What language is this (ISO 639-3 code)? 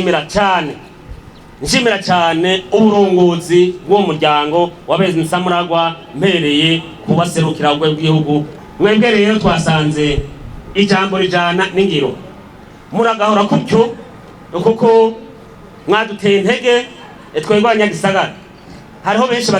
run